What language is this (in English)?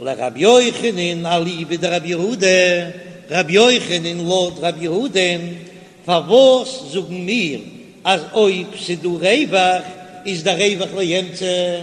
Yiddish